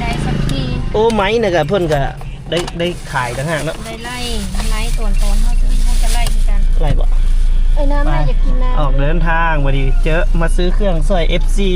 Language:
Lao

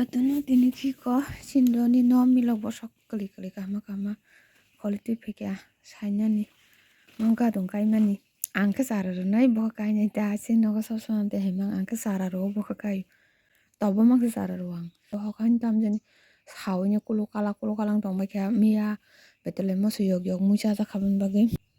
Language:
Kok Borok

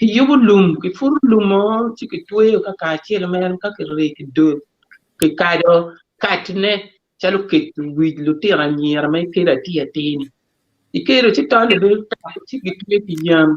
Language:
Acoli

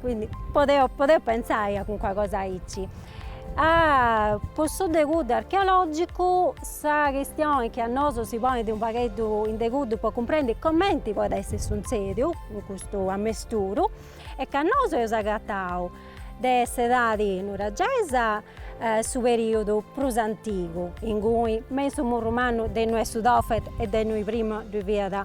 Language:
Sardinian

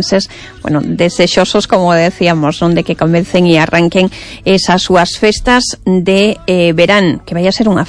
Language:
Galician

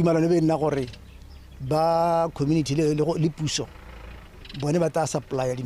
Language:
Tswana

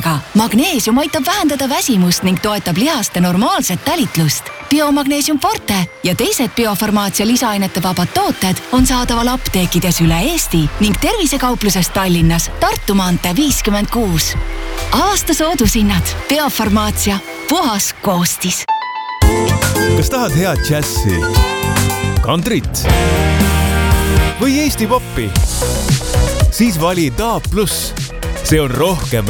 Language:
Estonian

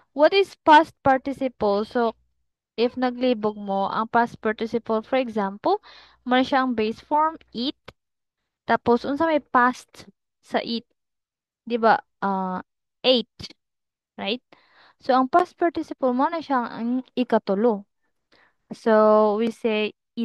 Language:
Cebuano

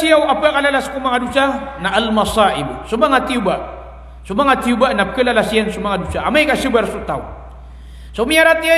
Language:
Maranao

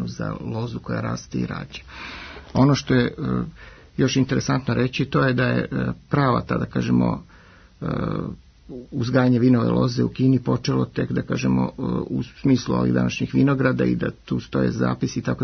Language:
Serbian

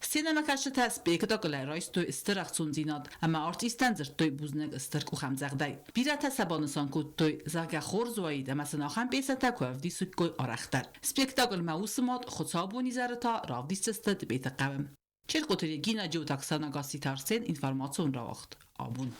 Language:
Ossetic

